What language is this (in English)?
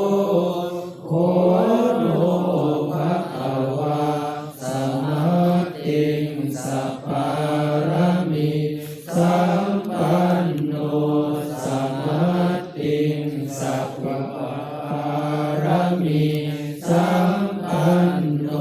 Pali